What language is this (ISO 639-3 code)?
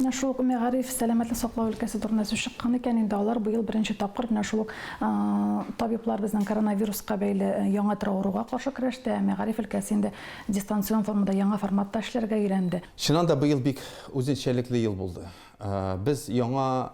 tat